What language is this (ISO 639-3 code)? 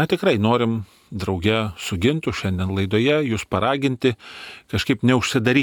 lit